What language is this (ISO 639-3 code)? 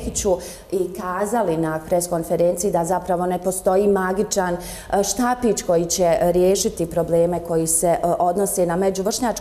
bos